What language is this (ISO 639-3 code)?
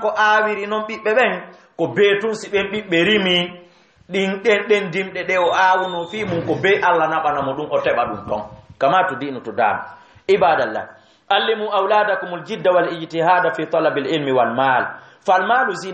ful